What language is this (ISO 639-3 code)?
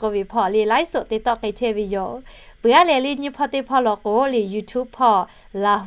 lhu